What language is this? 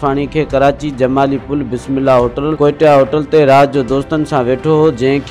Sindhi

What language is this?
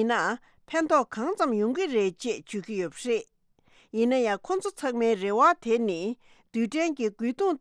Tibetan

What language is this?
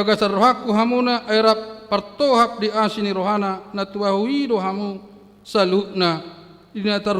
Batak Toba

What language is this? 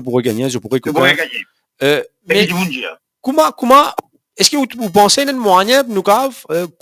Morisyen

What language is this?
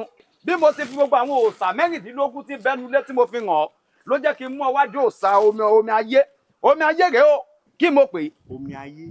Yoruba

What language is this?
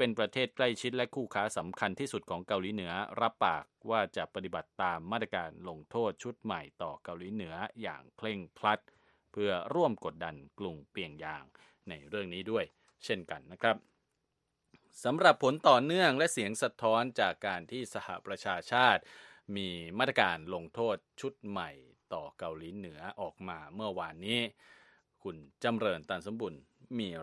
Thai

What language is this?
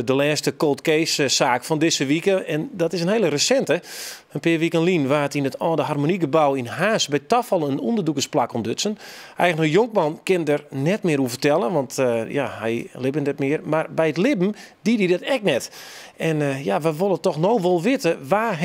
Western Frisian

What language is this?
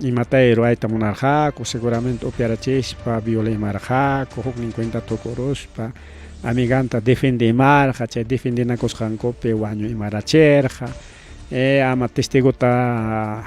Ayacucho Quechua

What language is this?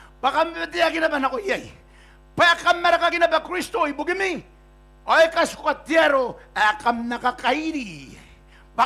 Gilbertese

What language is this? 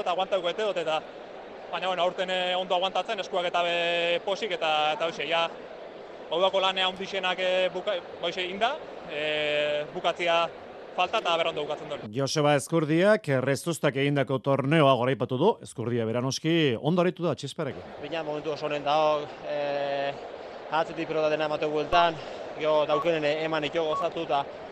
Basque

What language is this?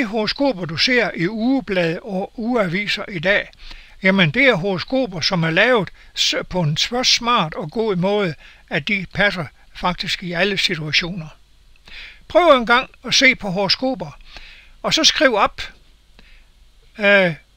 Danish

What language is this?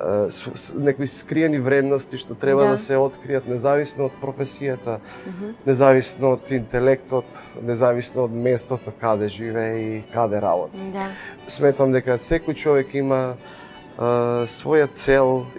Macedonian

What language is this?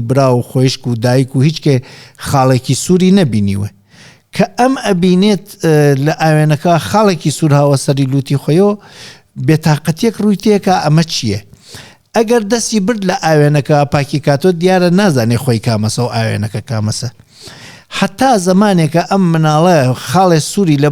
Central Kurdish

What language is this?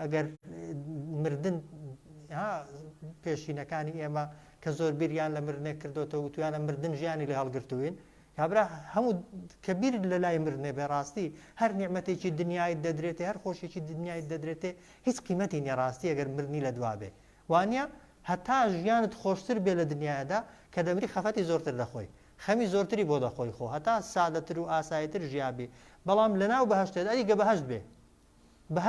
Central Kurdish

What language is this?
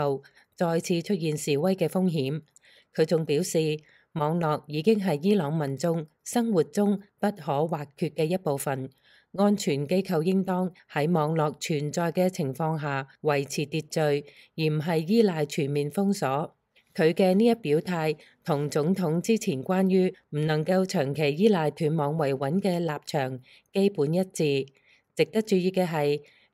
Cantonese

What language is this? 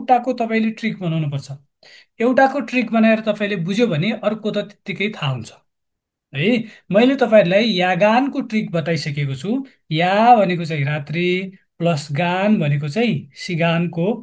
Nepali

